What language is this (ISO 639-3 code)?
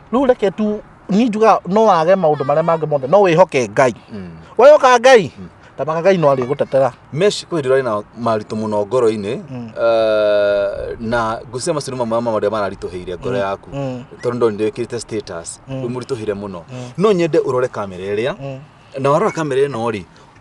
kik